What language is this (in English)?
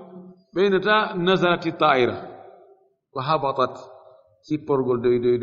Fula